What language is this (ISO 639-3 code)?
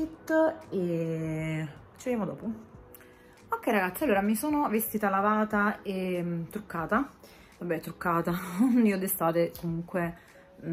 ita